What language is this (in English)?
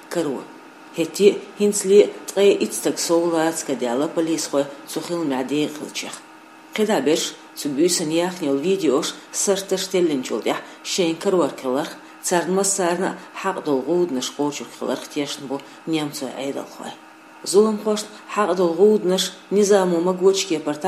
Chechen